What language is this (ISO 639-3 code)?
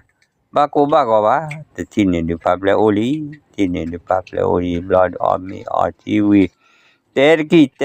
ksw